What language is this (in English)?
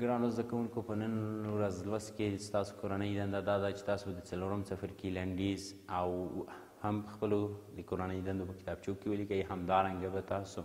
Pashto